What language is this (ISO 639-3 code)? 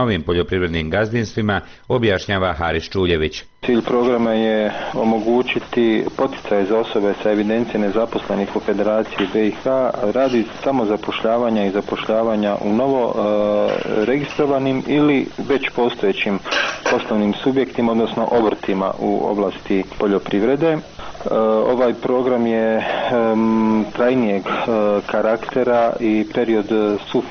bos